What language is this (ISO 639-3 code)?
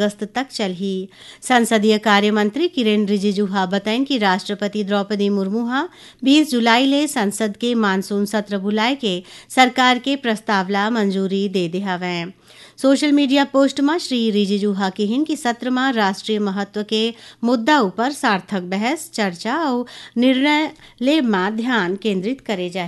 hne